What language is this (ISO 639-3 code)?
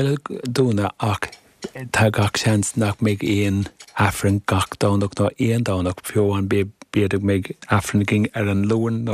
gle